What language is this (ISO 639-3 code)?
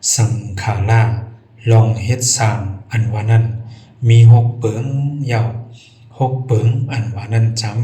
shn